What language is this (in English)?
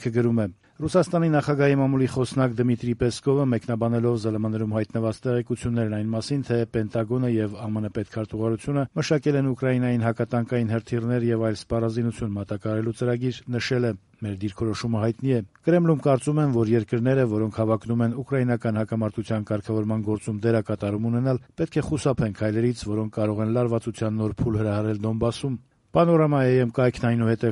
Armenian